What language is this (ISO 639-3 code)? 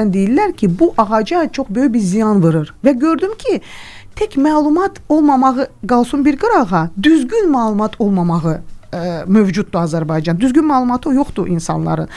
aze